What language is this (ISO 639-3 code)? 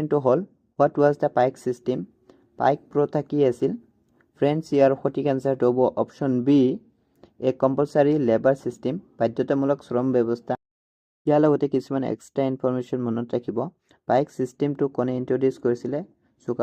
asm